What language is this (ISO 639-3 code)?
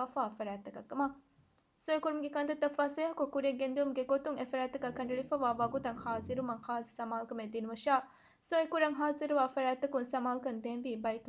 div